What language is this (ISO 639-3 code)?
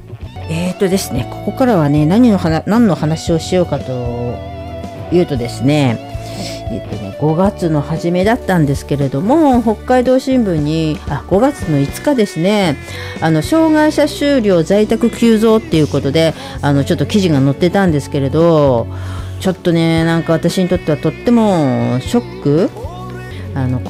jpn